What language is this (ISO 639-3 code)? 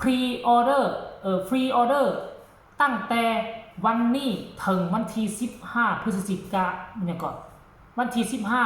tts